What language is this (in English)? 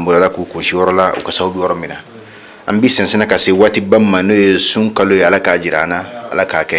Bambara